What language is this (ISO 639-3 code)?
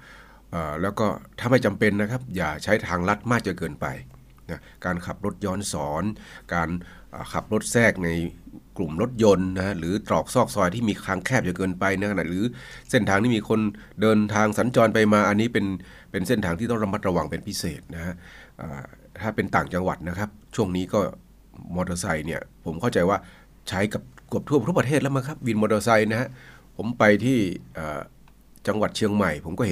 tha